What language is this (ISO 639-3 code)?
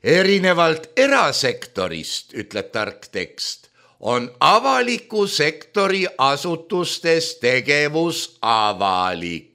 est